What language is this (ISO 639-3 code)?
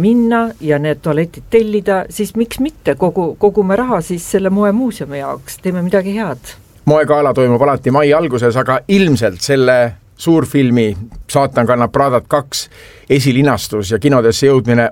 est